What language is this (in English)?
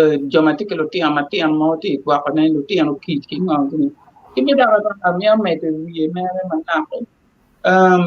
Acoli